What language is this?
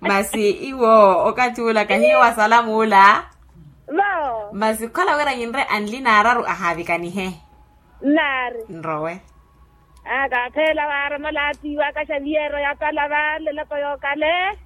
Makhuwa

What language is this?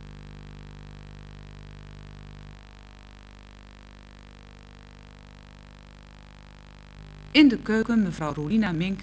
Dutch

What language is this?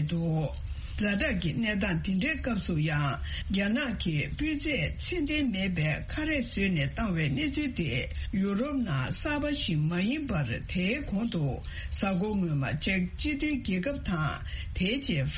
Tibetan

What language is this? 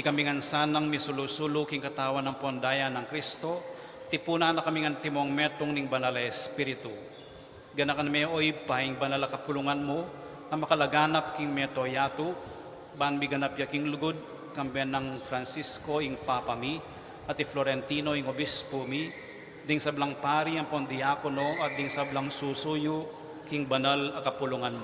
Pampanga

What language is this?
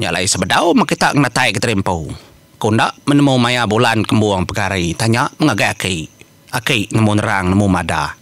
Iban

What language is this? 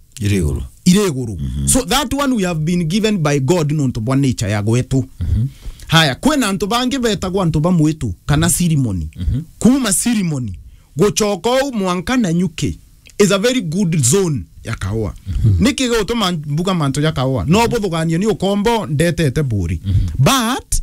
Meru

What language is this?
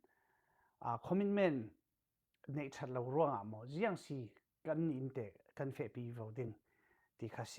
Falam Chin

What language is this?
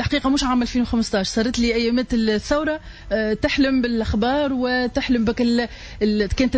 Tunisian Arabic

